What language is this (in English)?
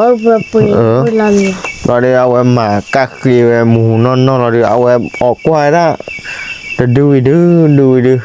S'gaw Karen